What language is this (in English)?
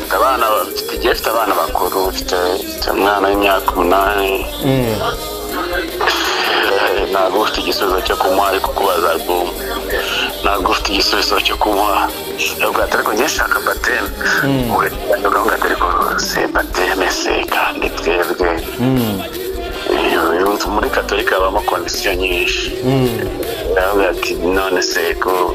Kinyarwanda